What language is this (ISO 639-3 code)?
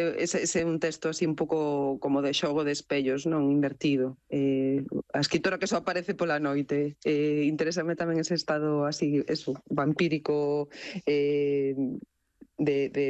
glg